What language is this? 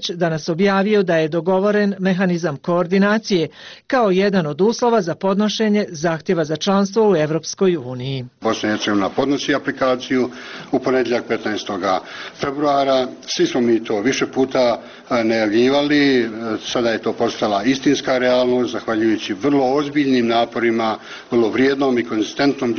Bosnian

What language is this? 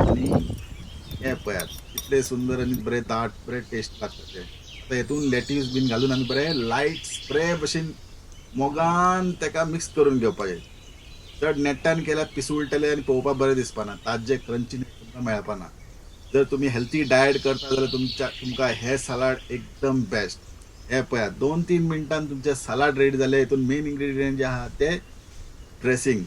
Konkani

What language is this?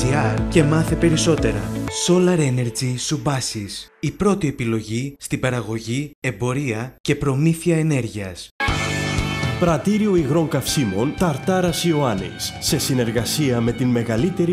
Greek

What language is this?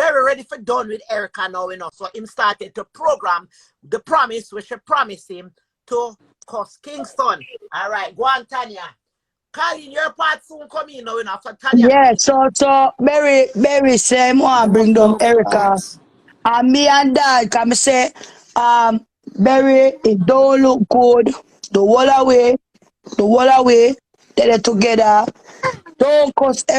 Jamaican Creole English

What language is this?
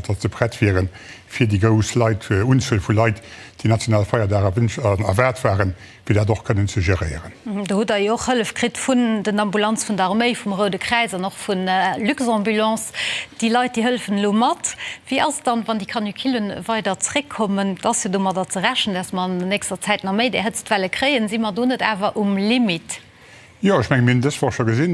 Luxembourgish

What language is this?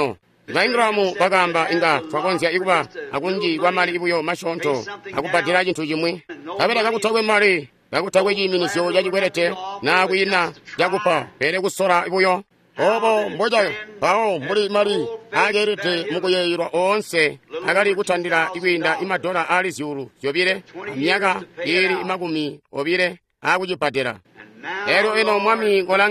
Tonga (Zambia)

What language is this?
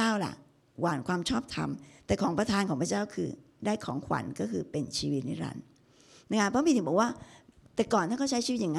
Thai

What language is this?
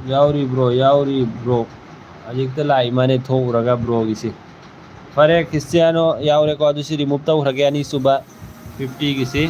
Manipuri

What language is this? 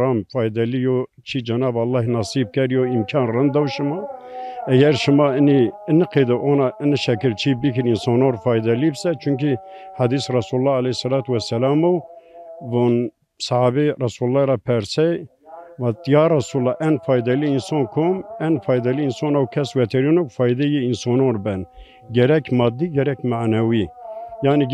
Zaza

